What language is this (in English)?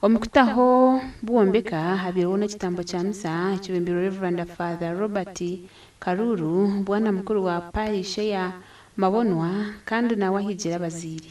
Nyankole